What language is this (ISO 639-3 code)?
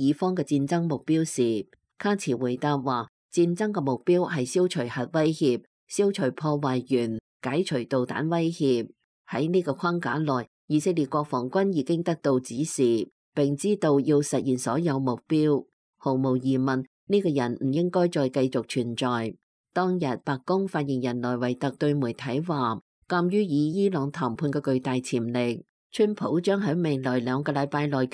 yue